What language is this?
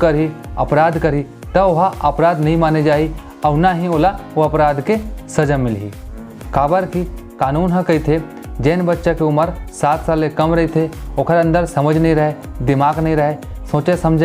Chhattisgarhi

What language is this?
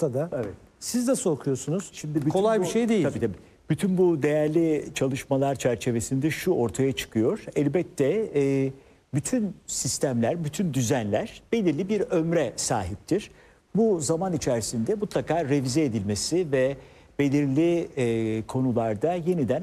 Turkish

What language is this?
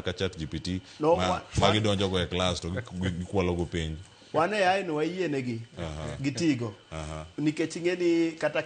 Luo (Kenya and Tanzania)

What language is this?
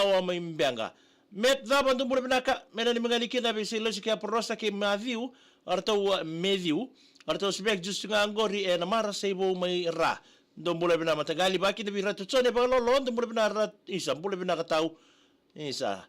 Fijian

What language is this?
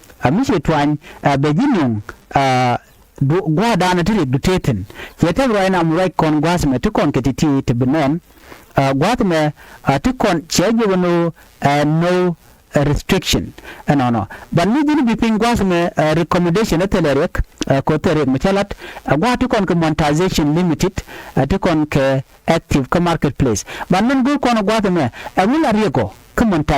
Nuer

